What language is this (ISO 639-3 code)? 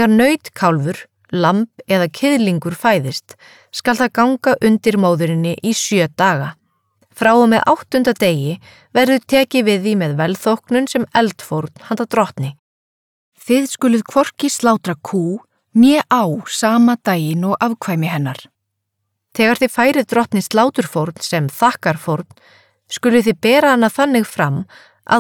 isl